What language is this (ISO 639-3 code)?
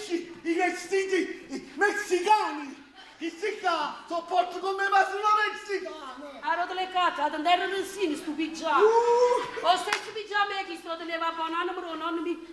nap